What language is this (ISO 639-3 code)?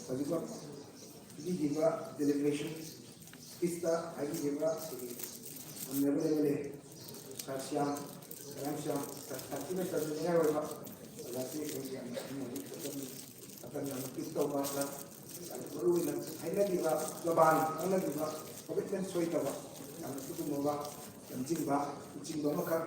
mni